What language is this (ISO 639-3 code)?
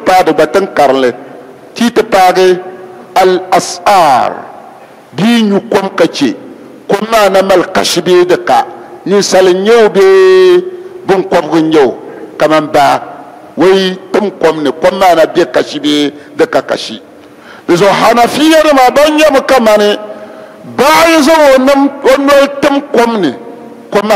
dag